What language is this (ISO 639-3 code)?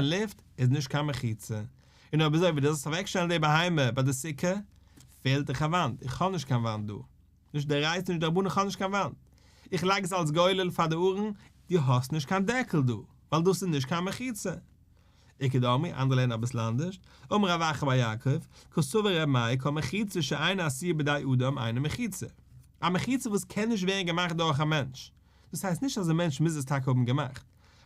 yid